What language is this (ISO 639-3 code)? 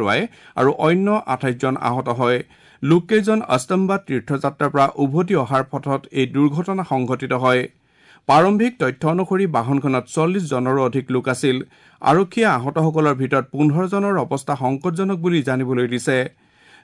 asm